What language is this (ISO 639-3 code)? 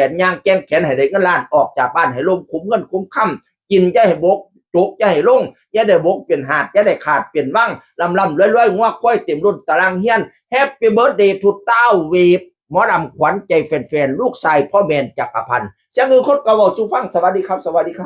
tts